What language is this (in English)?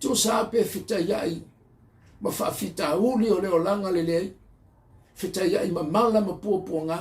Samoan